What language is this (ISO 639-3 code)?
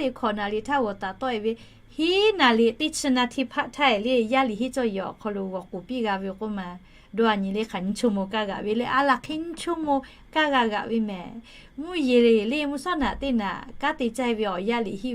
lhu